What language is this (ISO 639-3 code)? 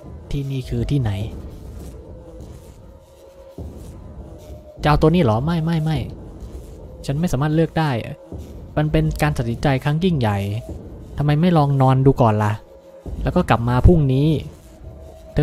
tha